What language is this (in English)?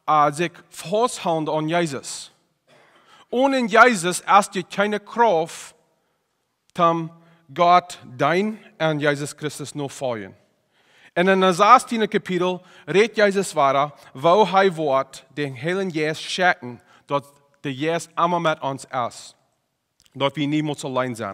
Plautdietsch